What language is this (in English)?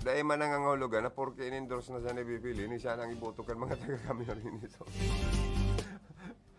Bikol